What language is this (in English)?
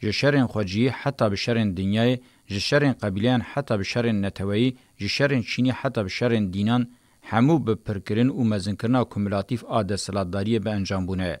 Kurdish